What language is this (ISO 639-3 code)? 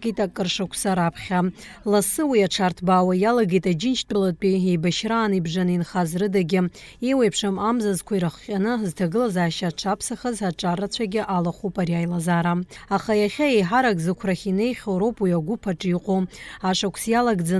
abk